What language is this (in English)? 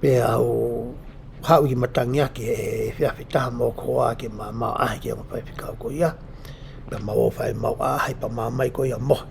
Tongan